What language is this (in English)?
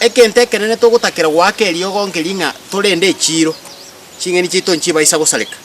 Gusii